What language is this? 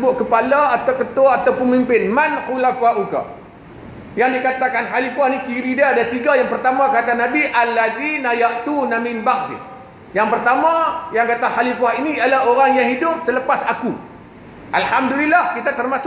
Malay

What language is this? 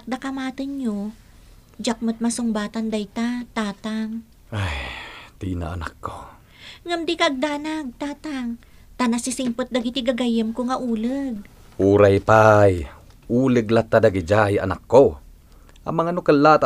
Iloko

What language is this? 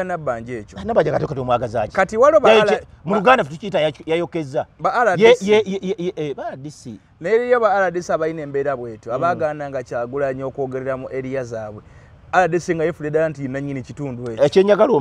Ganda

